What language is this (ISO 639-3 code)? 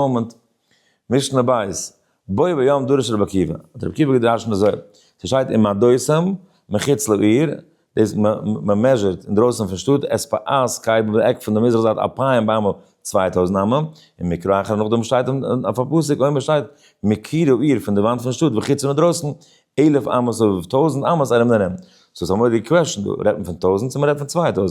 yid